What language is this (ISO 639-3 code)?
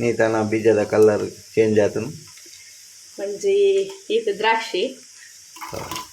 tcy